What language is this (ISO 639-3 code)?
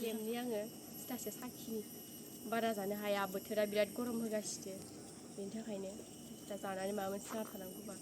brx